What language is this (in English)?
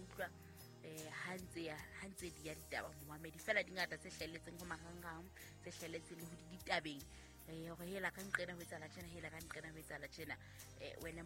Southern Sotho